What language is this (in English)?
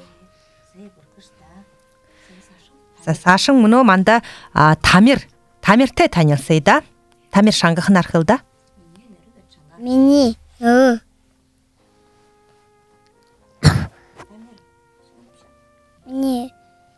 Buriat